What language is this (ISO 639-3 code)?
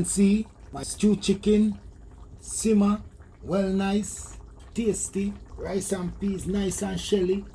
jam